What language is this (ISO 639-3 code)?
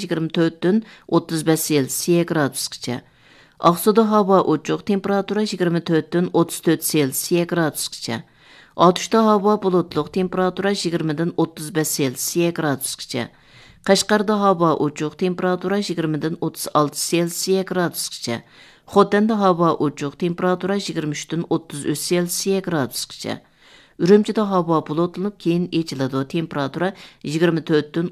uig